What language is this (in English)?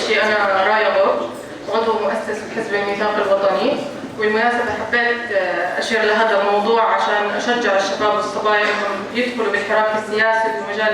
North Levantine Arabic